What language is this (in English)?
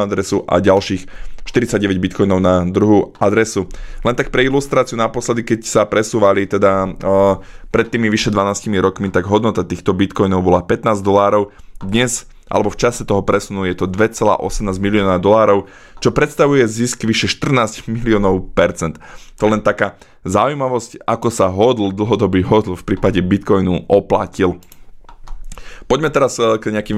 Slovak